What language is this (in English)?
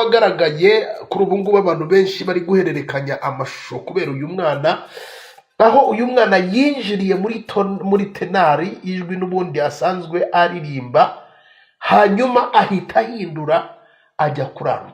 Kinyarwanda